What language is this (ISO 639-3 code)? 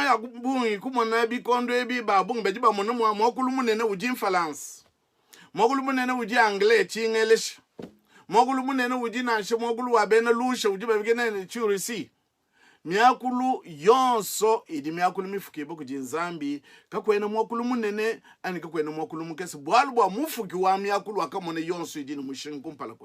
lua